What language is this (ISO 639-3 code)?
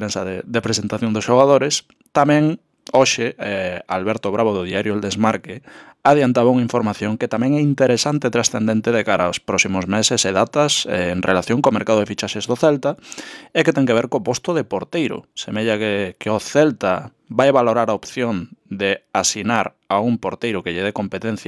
glg